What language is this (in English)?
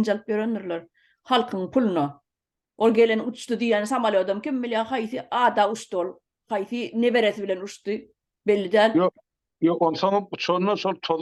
Turkmen